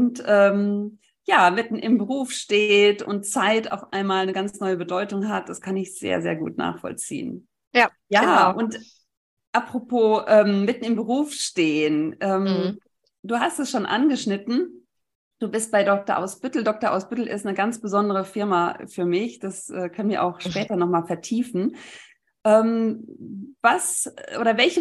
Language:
German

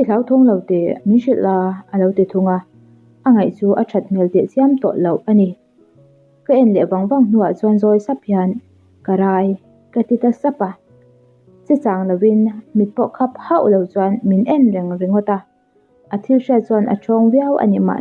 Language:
Mizo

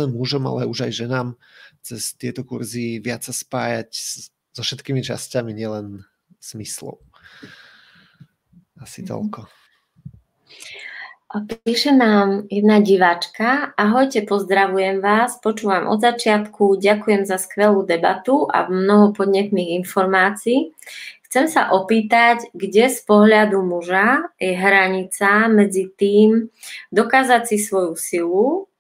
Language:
Slovak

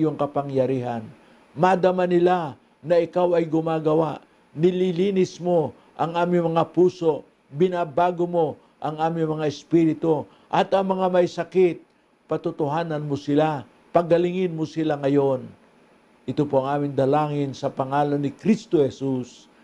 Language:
Filipino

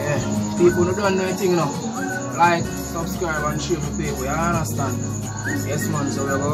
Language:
Jamaican Creole English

